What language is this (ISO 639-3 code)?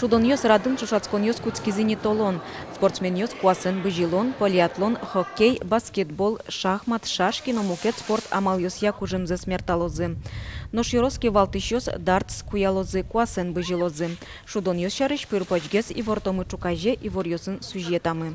udm